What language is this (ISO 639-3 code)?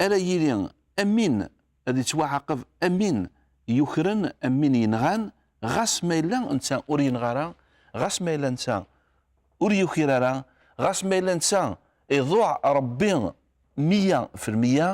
kab